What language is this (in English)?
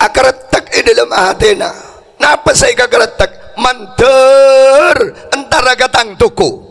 Madurese